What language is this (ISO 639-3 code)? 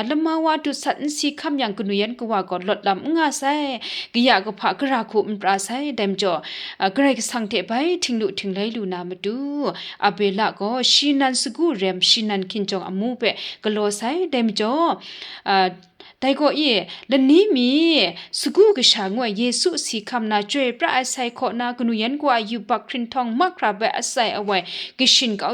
kac